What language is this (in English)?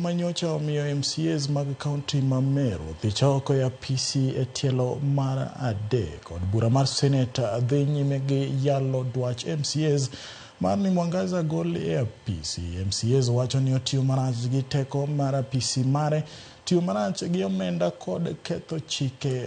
Luo (Kenya and Tanzania)